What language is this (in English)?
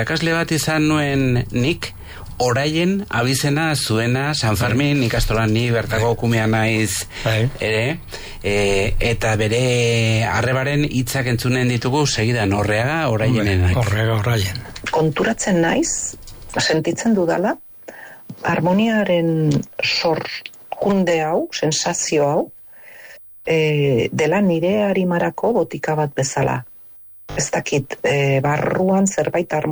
Basque